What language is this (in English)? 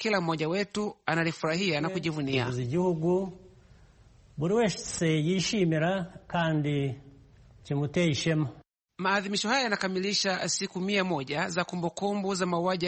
Swahili